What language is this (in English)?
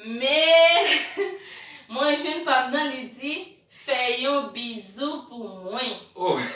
Haitian Creole